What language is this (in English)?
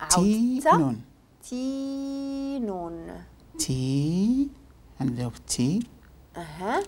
Moroccan Arabic